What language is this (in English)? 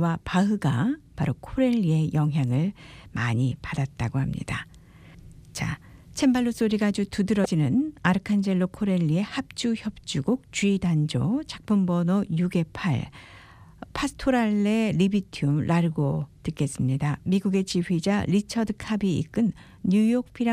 Korean